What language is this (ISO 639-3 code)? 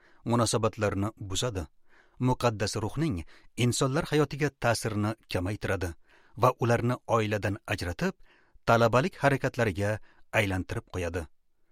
uzb